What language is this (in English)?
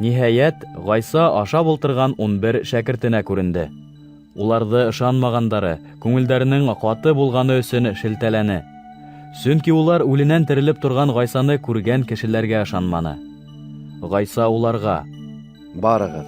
Bashkir